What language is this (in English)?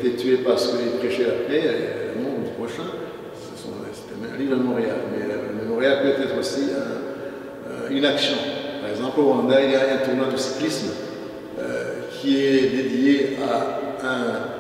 French